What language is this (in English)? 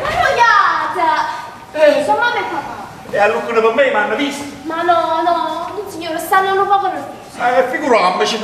Neapolitan